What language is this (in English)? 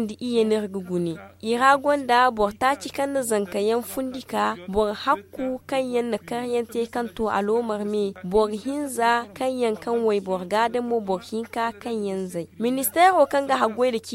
Zarma